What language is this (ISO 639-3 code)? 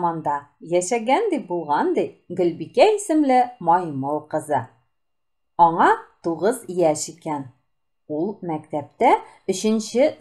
tat